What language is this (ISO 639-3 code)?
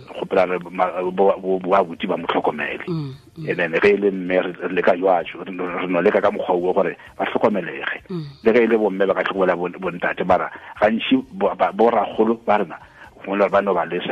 nso